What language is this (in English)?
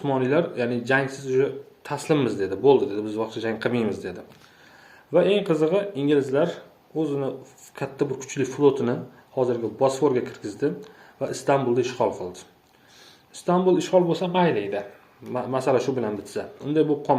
Uzbek